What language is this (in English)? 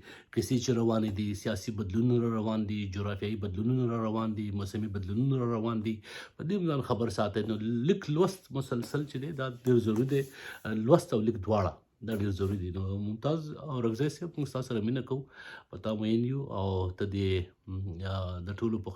Pashto